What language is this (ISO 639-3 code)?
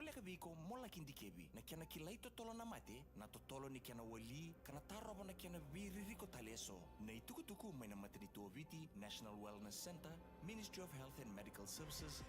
fij